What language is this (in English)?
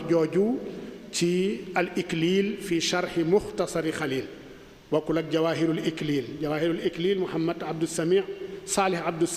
Wolof